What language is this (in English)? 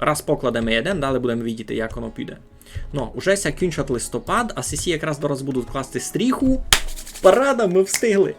Rusyn